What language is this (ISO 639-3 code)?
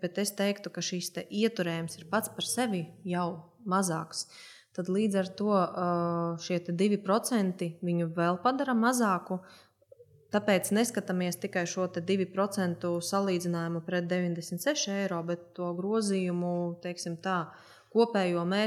lav